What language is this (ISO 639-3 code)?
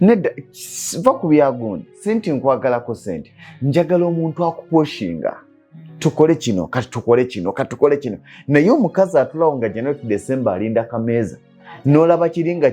lug